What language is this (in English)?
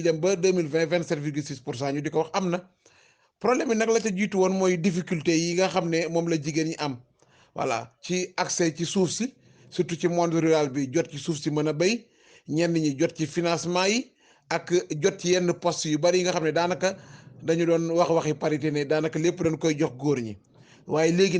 Wolof